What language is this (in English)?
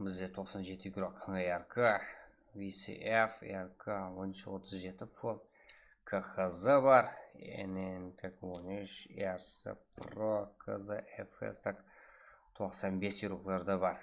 Kara-Kalpak